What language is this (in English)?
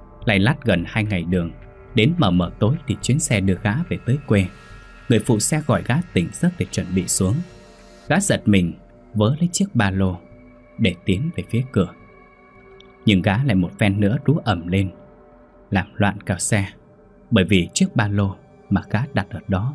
Vietnamese